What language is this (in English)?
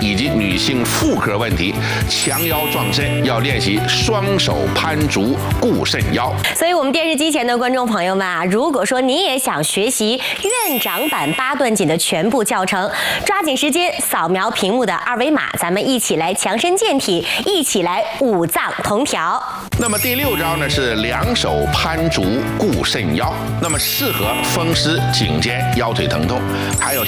Chinese